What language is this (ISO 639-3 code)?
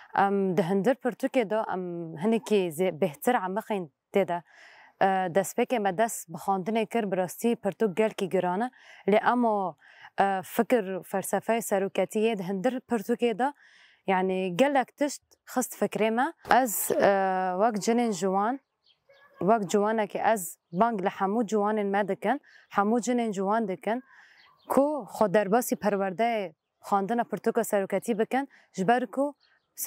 kur